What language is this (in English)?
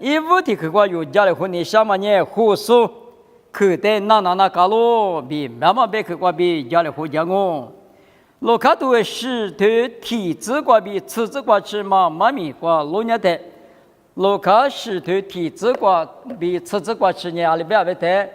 Lisu